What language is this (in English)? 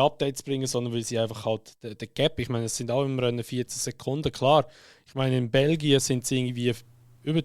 Swiss German